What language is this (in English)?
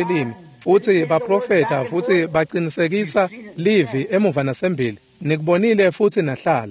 Swati